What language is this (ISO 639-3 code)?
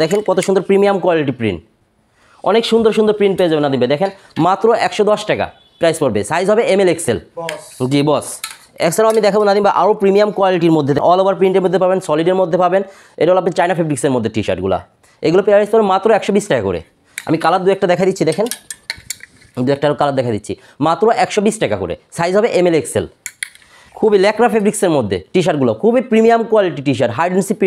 ben